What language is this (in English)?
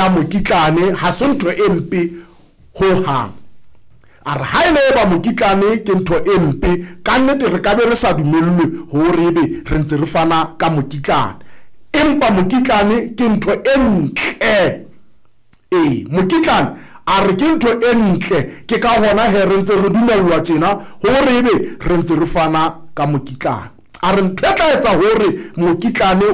Southern Sotho